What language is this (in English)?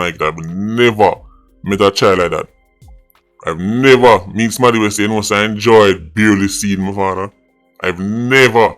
Jamaican Creole English